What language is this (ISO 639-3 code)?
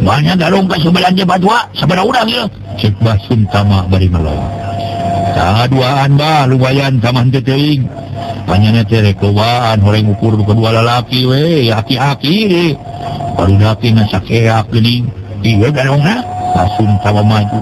sun